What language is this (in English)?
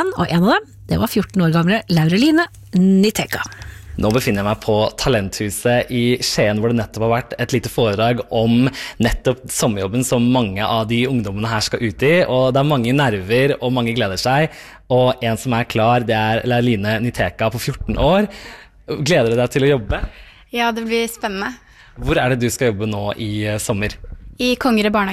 Norwegian